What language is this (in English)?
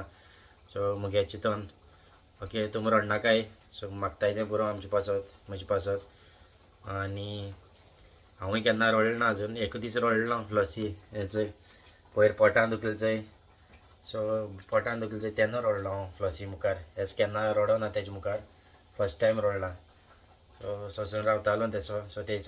Konkani